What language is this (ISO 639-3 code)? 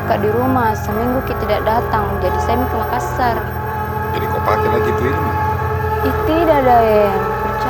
mfp